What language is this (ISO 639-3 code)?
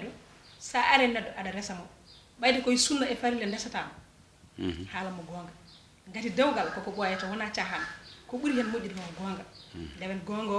ful